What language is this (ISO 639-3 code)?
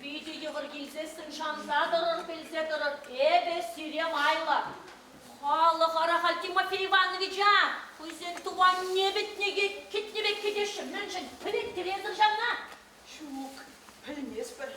chv